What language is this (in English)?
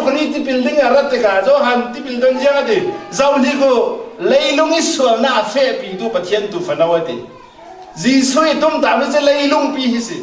Falam Chin